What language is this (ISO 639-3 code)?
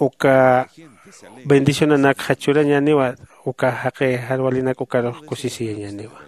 aym